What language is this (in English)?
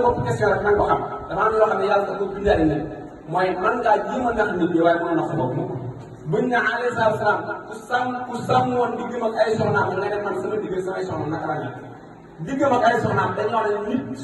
Wolof